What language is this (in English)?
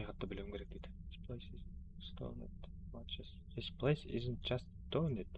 Kara-Kalpak